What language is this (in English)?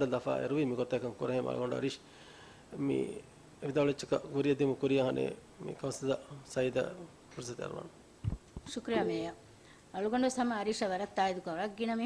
Divehi